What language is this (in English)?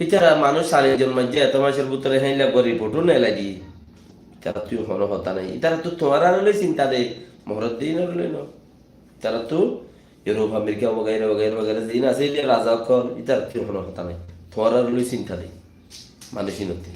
Rohingya